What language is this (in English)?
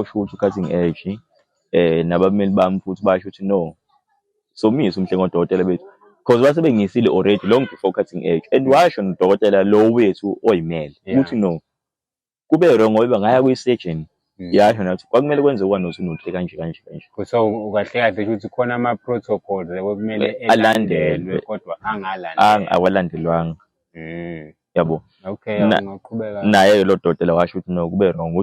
Zulu